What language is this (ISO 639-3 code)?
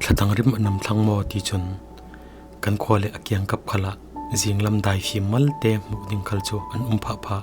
cfm